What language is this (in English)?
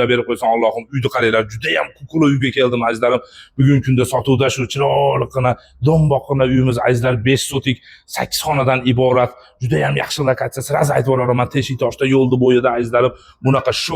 Uzbek